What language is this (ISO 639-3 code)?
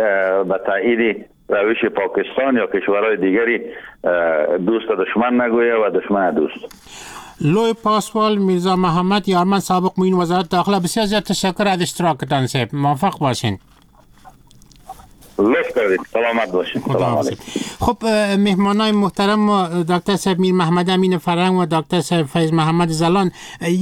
fas